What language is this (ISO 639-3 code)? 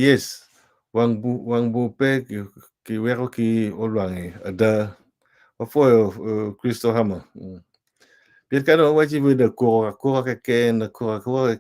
ach